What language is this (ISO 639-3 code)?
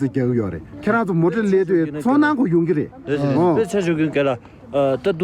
bod